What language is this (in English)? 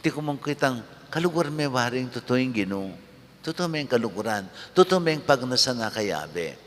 Pampanga